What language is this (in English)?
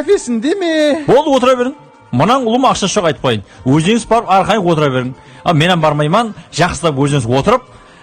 Kara-Kalpak